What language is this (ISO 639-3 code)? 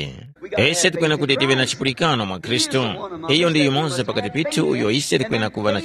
tum